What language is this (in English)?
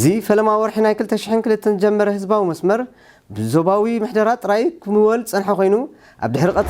Tigrinya